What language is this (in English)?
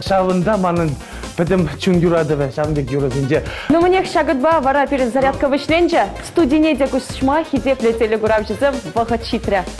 Chuvash